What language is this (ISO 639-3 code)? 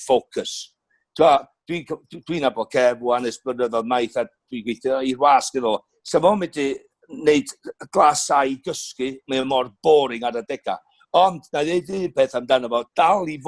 cym